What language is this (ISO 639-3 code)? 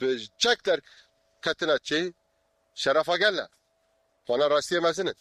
kur